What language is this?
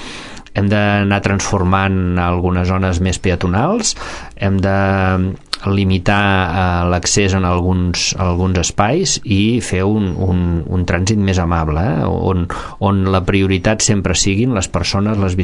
Catalan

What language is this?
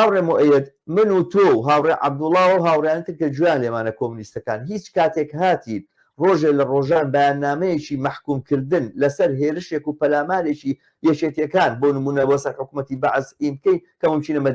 Central Kurdish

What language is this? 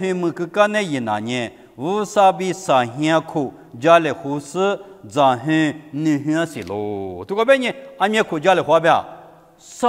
Lisu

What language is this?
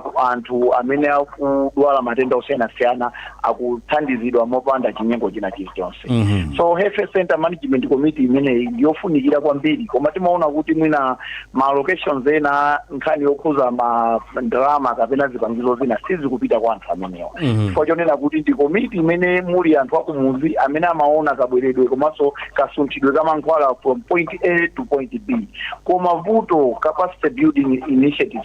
Nyanja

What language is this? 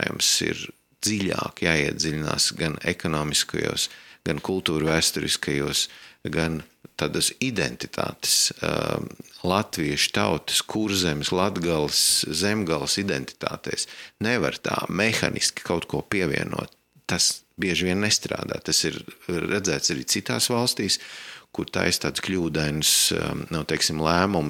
Latvian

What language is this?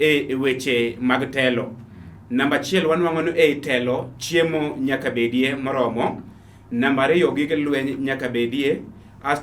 Luo (Kenya and Tanzania)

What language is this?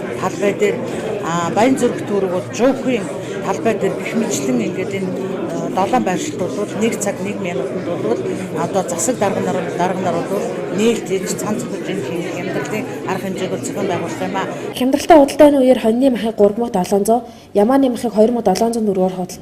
Mongolian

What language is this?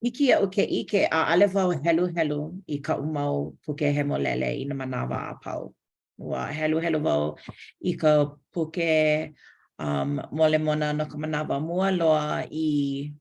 Hawaiian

